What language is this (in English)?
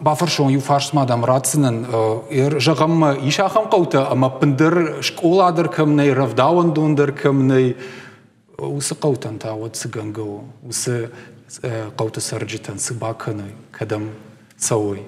Ossetic